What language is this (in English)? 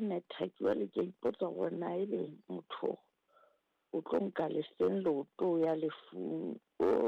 Southern Sotho